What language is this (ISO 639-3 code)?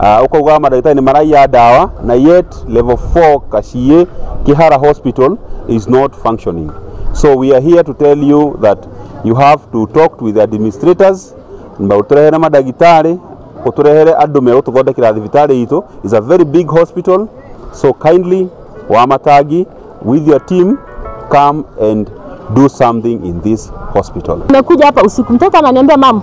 kik